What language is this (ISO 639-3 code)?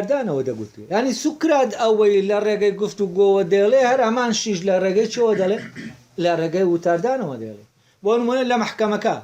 ckb